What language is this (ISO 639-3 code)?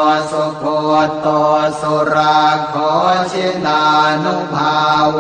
pli